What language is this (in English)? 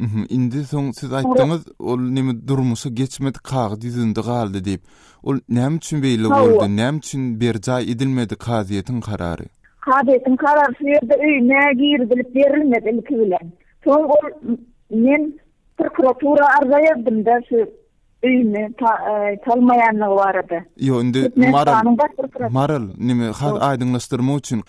Turkmen